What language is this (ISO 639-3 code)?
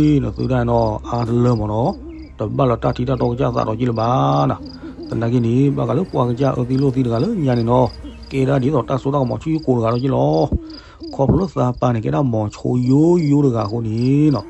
ksw